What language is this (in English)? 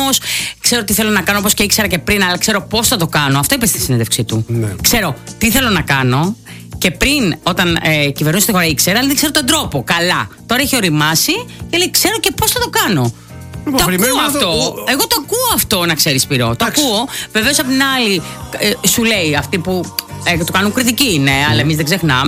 Greek